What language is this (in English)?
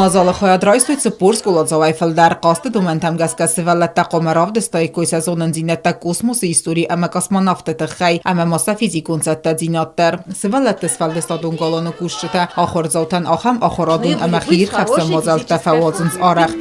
Ossetic